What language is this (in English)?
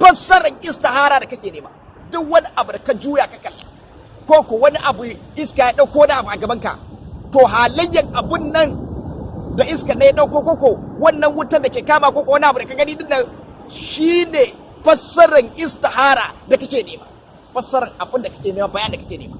Hausa